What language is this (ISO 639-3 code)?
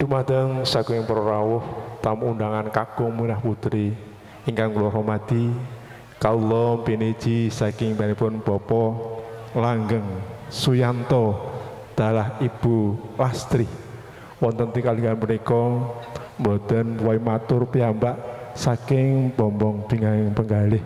jav